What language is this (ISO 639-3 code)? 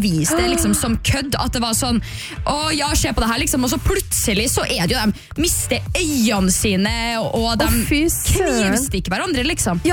nor